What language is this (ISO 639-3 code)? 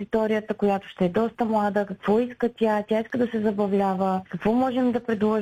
bul